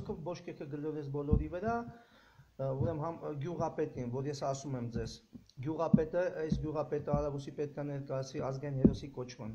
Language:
Armenian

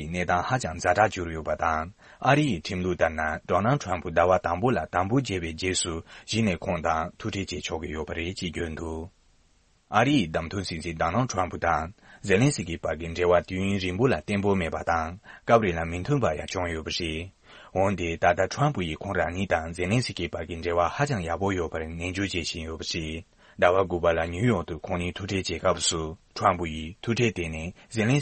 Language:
Tibetan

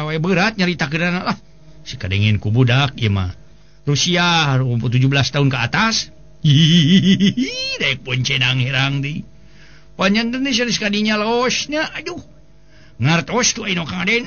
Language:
Sundanese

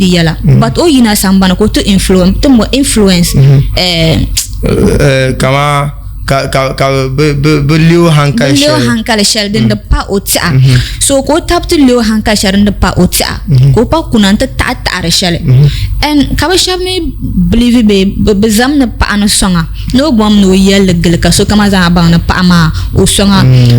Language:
Dagbani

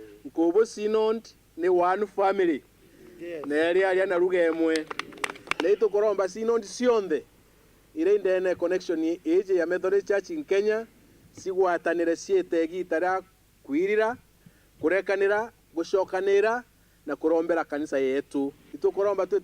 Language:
Meru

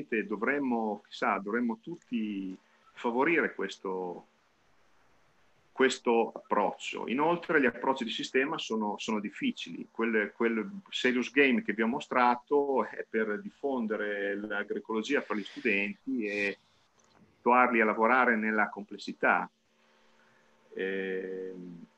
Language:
Italian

